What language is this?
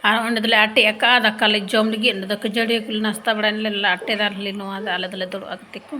Santali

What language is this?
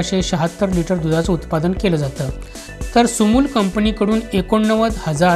Marathi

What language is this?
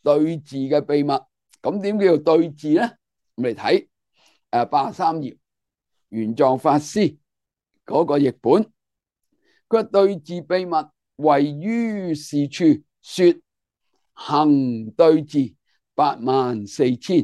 Cantonese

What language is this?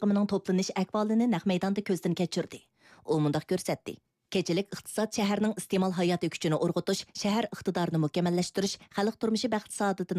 Uyghur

